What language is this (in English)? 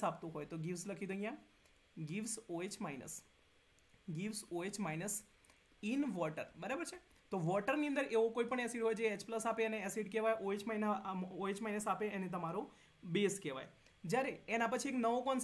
Gujarati